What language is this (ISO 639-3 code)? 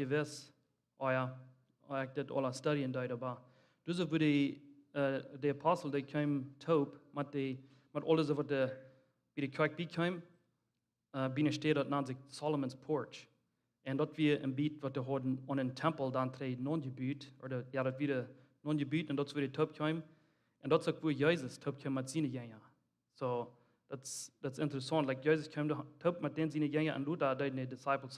pdt